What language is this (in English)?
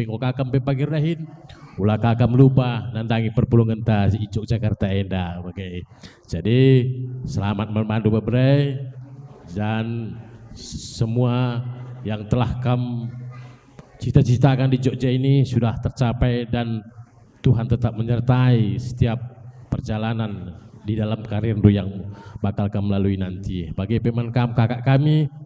Batak Karo